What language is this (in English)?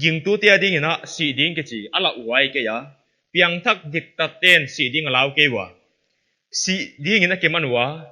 Paite Chin